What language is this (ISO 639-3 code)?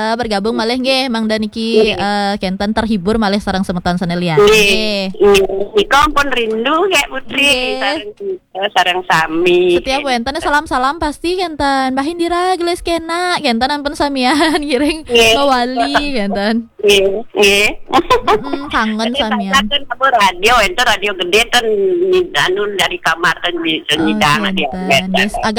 ban